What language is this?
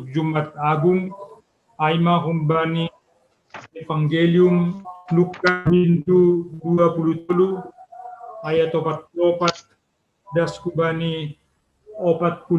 Batak Simalungun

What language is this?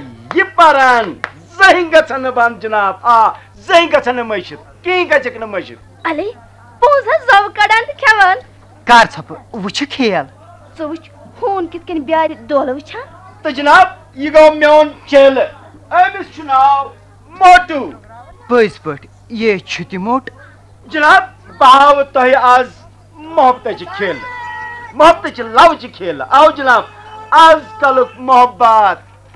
Kashmiri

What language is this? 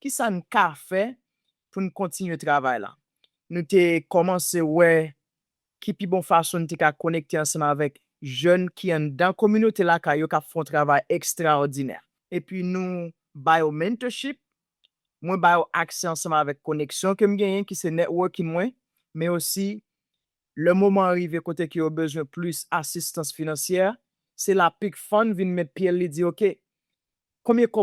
Haitian Creole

